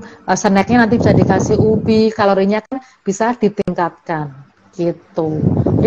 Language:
Indonesian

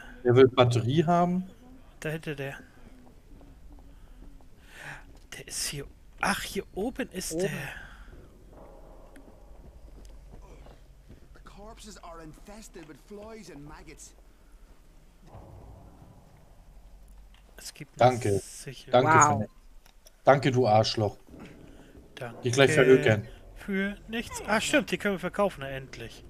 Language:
German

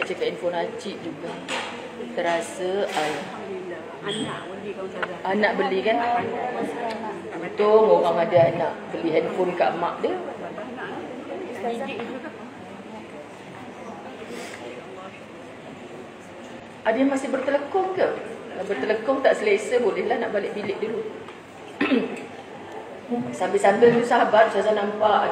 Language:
Malay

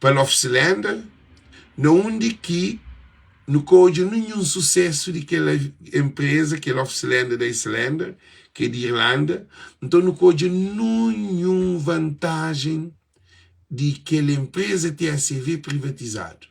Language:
Kabuverdianu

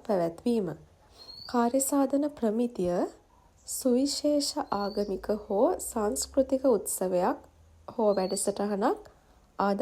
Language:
Sinhala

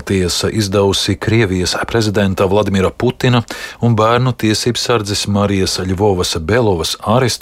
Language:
Latvian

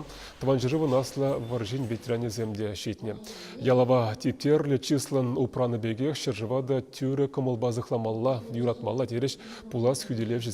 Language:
Chuvash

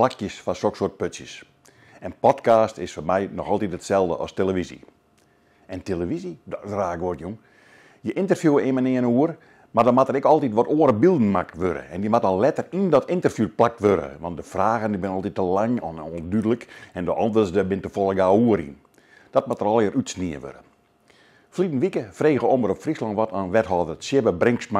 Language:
Western Frisian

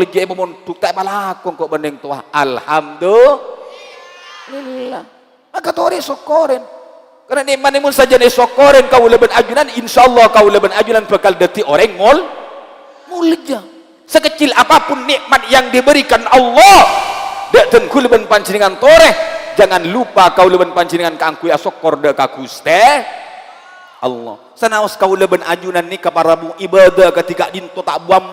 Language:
Madurese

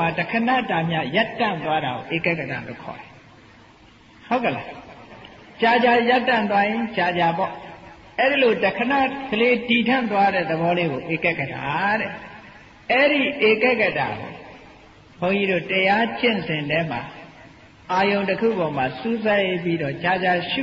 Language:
Burmese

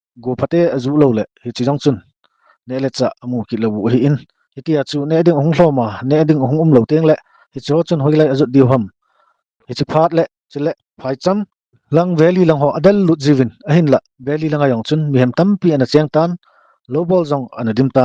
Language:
Thado Chin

